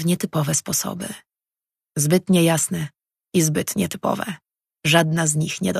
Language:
Polish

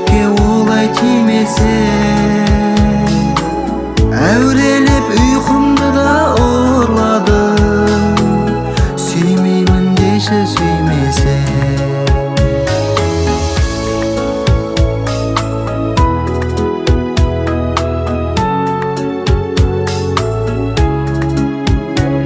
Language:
Kazakh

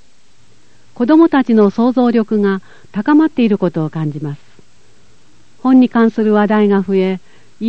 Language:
Japanese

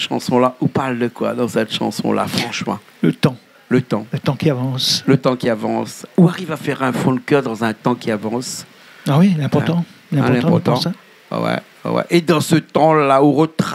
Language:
Réunion Creole French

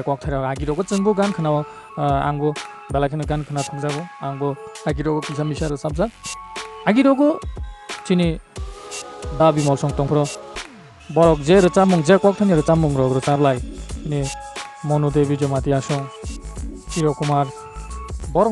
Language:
Kok Borok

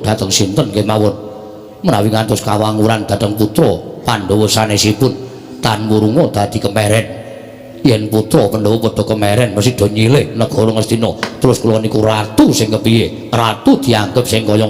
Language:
Javanese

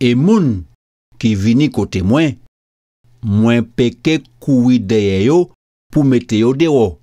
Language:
Guadeloupean Creole French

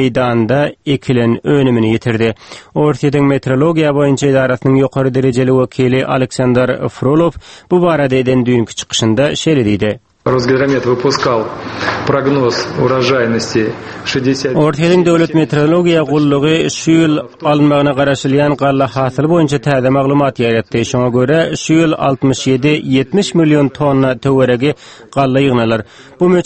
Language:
Turkmen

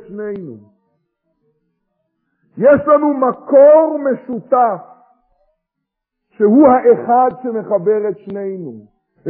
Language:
Hebrew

